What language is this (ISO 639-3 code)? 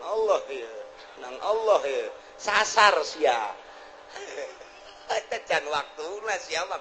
sun